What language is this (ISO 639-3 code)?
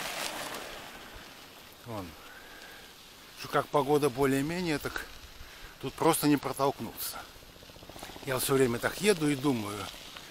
rus